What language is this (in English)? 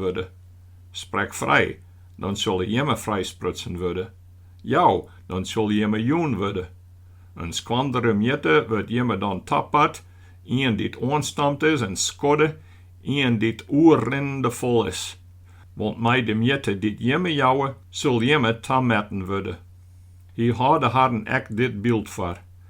Western Frisian